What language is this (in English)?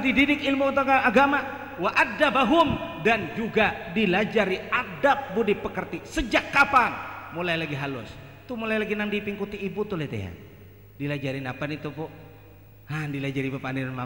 Banjar